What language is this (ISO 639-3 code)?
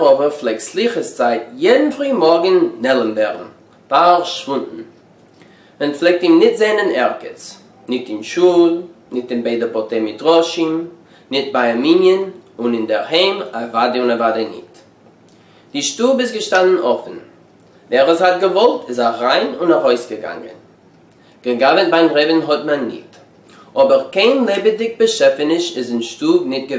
yid